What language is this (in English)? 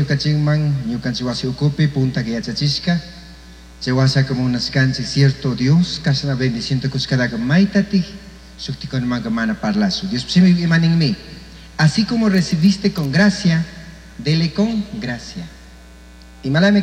Chimborazo Highland Quichua